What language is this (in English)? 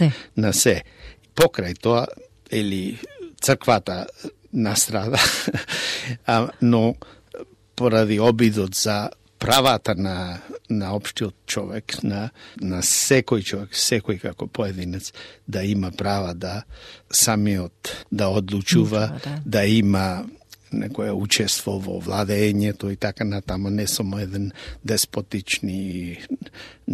Macedonian